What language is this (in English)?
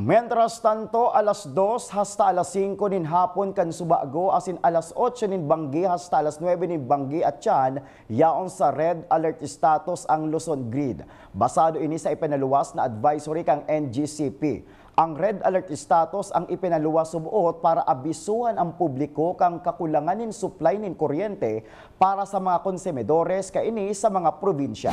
Bikol